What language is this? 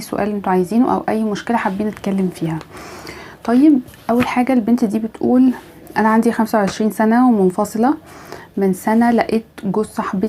Egyptian Arabic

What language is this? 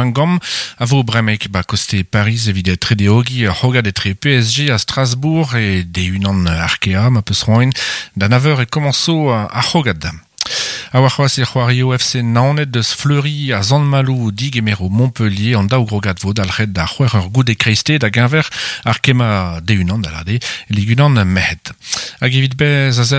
Breton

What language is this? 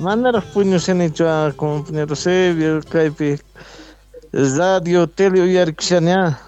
South Bolivian Quechua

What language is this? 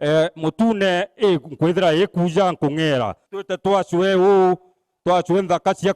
Meru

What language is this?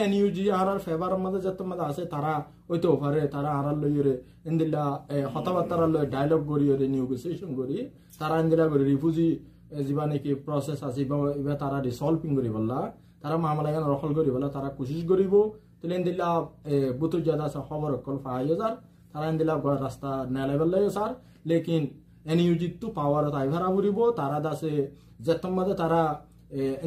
Rohingya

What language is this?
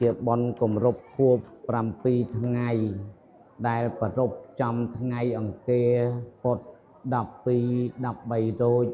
Khmer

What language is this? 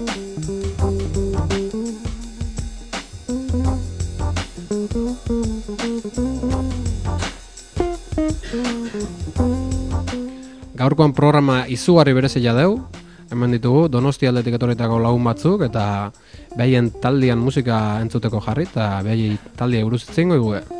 Basque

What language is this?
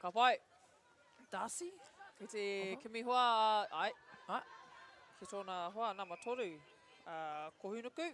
Māori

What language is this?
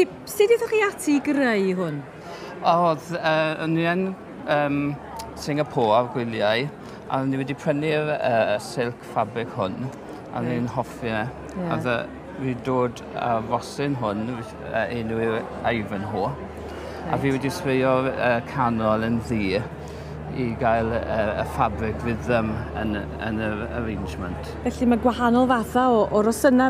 Welsh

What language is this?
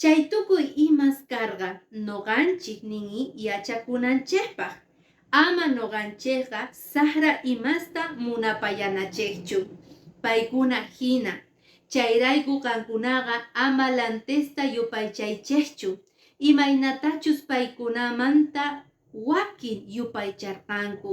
Quechua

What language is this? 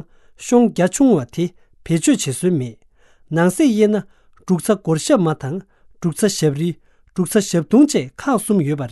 Tibetan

